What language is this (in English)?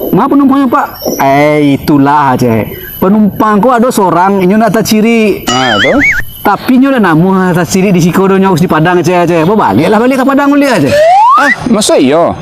Minangkabau